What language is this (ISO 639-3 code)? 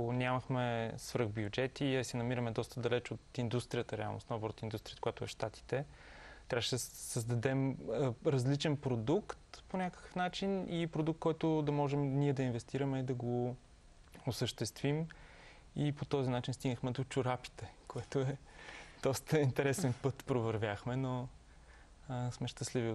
bul